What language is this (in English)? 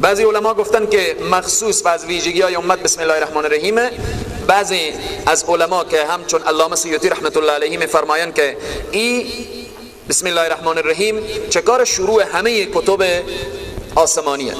Persian